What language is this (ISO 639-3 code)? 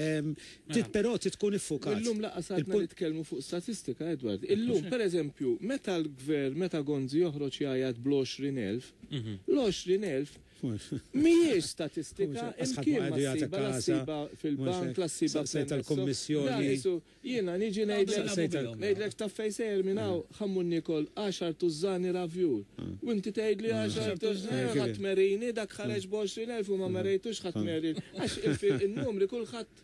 mlt